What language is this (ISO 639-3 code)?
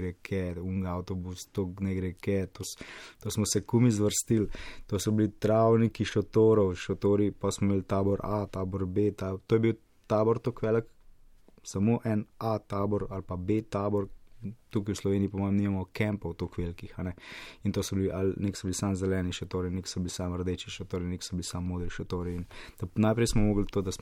slv